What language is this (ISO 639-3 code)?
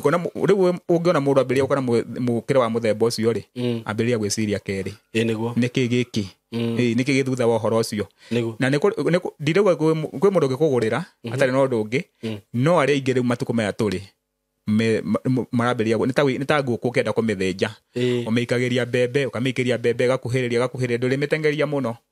kik